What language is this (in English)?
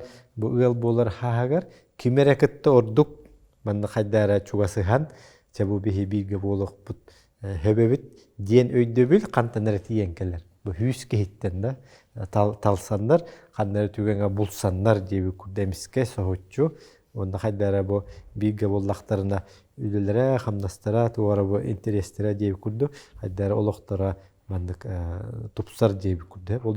Yakut